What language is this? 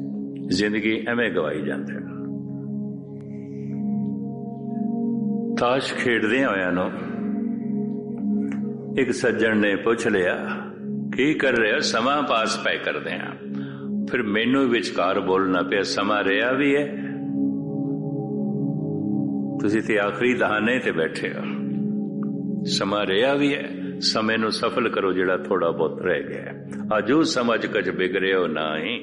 Punjabi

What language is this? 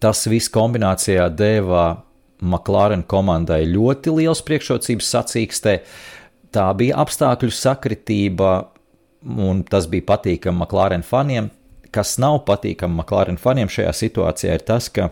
Latvian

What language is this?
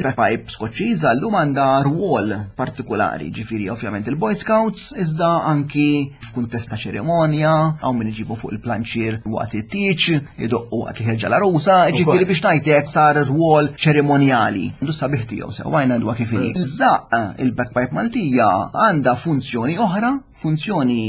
Maltese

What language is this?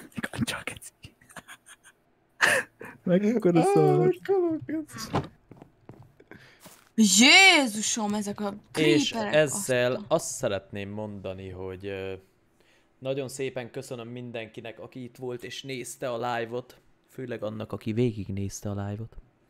Hungarian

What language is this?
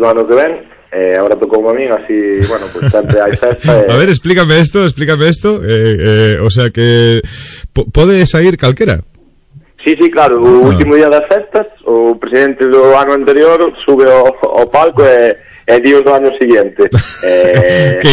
Galician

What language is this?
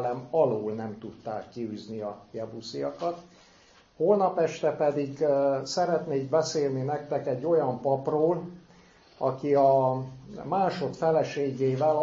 Hungarian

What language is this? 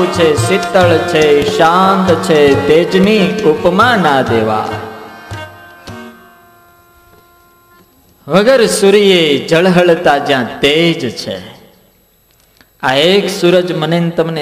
Gujarati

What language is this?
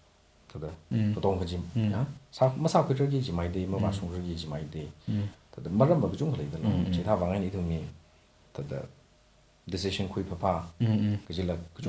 Tangkhul Naga (India)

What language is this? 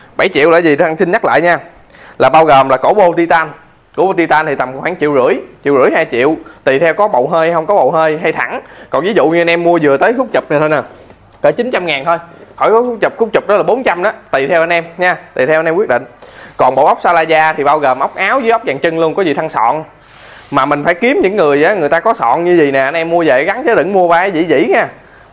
Vietnamese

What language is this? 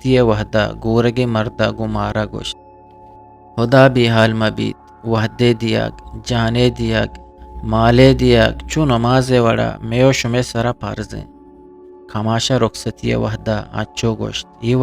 Eastern Balochi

